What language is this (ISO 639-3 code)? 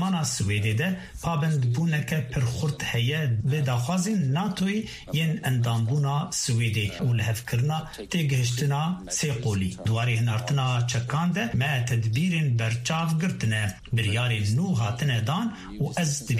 kur